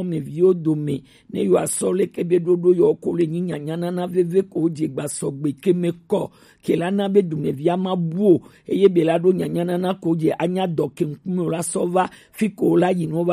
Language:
Gen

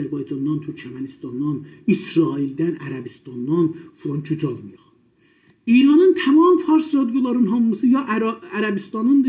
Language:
South Azerbaijani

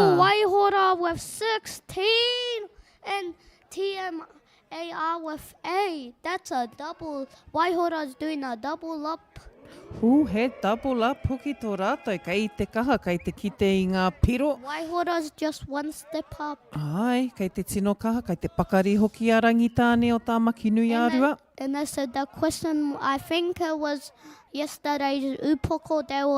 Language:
Māori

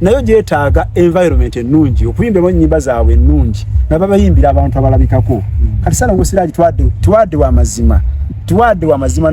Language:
Ganda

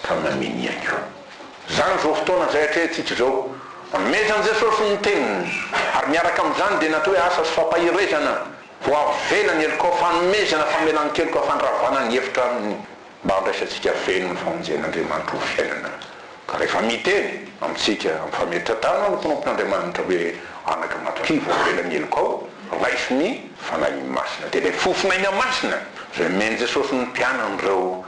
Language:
Malagasy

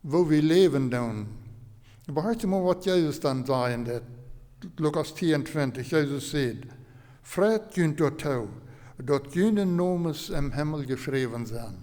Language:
Plautdietsch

